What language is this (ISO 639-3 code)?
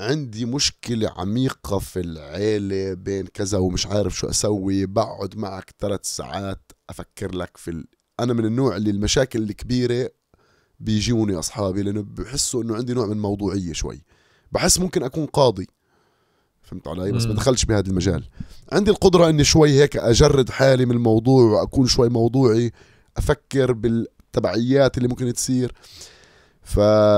apc